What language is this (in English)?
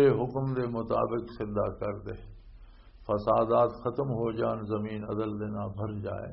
Western Panjabi